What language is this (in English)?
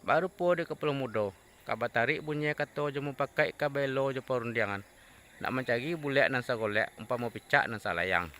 Minangkabau